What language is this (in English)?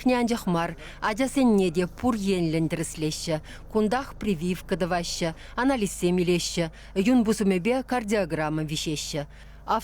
Chuvash